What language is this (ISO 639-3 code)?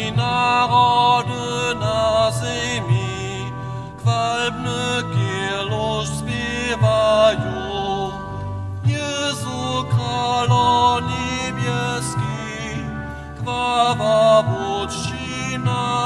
hsb